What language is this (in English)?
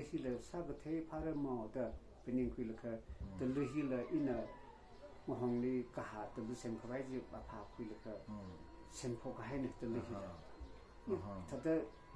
Tangkhul Naga (India)